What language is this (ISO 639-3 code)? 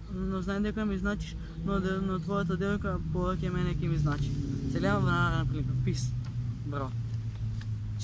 mkd